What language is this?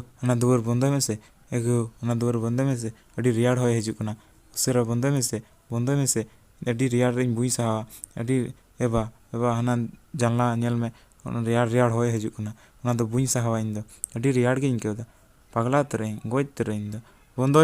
Santali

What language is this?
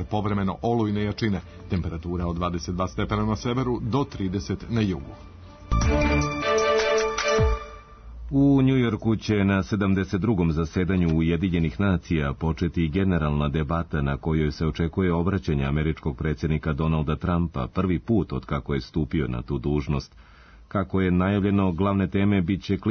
Serbian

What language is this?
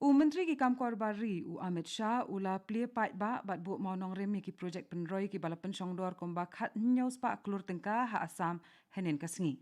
Khasi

